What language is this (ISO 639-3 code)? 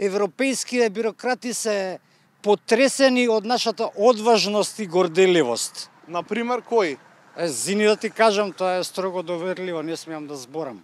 mkd